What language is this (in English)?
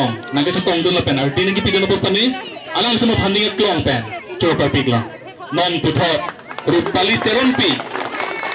Karbi